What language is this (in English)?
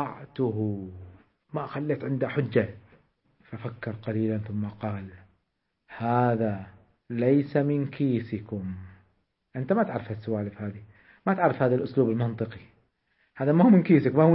Arabic